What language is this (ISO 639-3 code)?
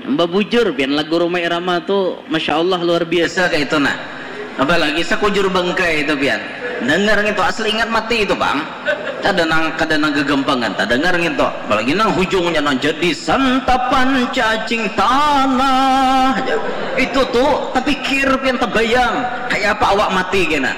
bjn